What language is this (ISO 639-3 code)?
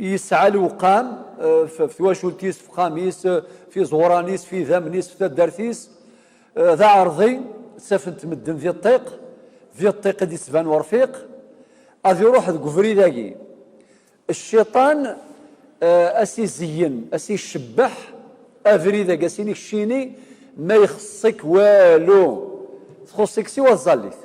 kab